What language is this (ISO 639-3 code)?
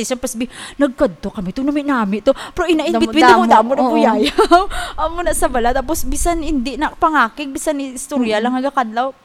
hil